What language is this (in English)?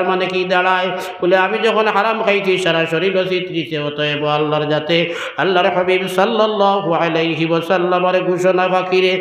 Sylheti